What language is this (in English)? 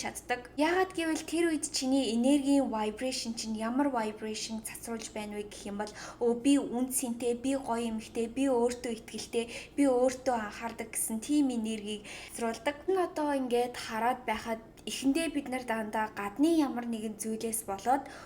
Mongolian